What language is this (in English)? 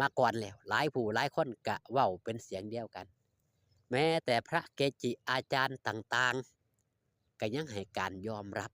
Northeastern Thai